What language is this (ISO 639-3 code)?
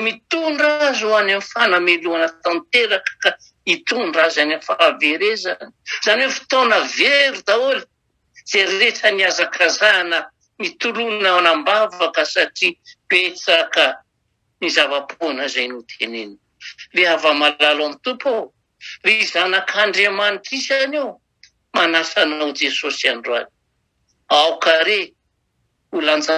mlg